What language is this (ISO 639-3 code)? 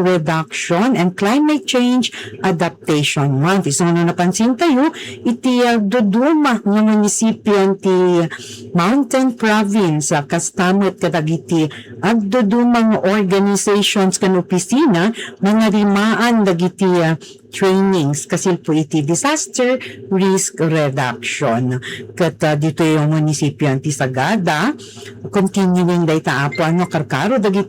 ilo